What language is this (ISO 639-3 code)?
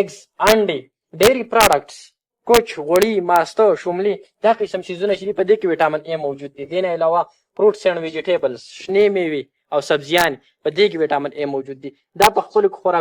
pus